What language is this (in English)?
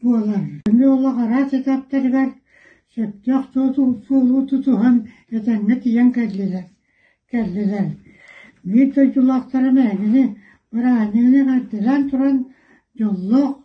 Yakut